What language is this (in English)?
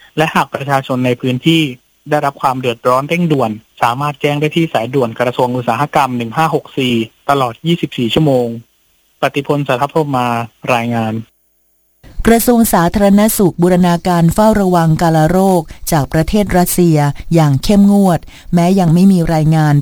Thai